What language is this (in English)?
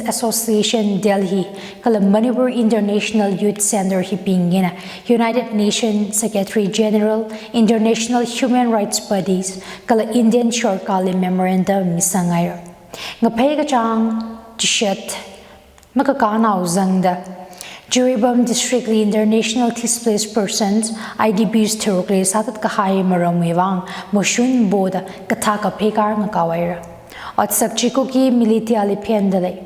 Tangkhul Naga (India)